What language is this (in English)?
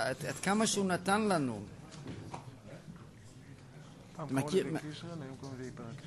Hebrew